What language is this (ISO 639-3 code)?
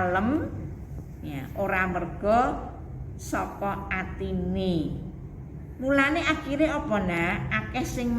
jav